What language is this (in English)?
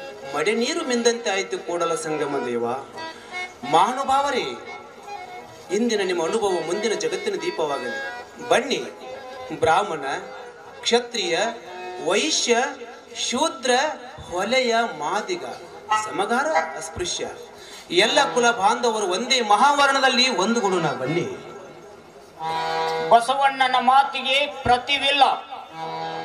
Kannada